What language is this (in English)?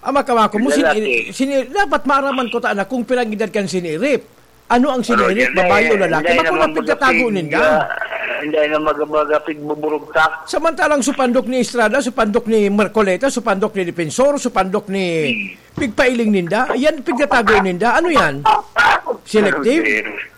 Bikol